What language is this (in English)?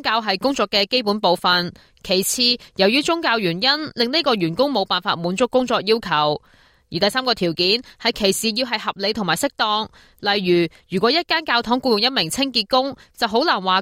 Cantonese